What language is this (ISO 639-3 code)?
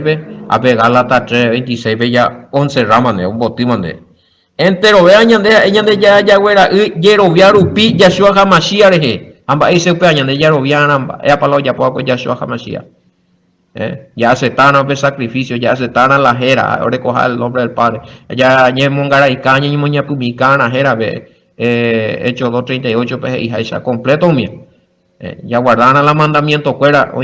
grn